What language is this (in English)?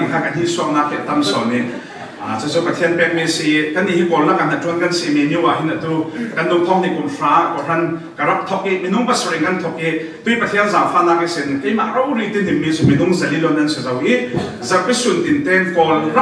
Falam Chin